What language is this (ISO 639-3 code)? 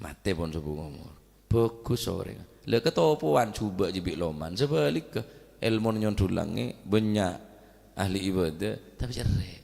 mad